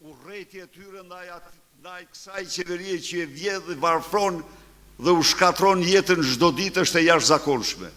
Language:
Albanian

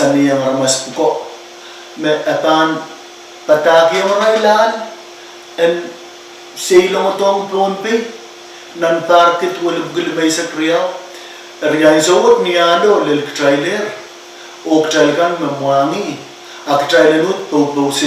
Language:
Pohnpeian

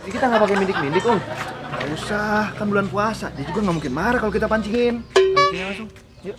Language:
Betawi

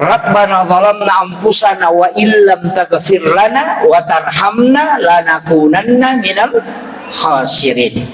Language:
Buginese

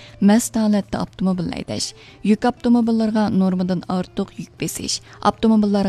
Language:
Uyghur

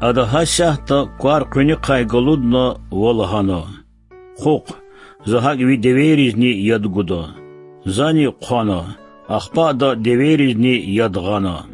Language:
Lezghian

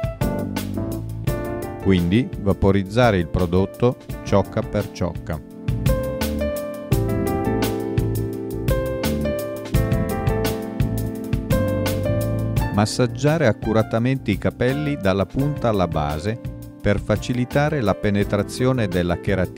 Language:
Italian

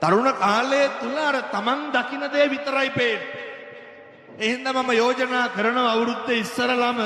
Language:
Sinhala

